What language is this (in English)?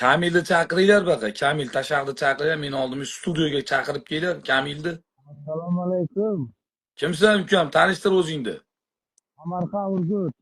Uzbek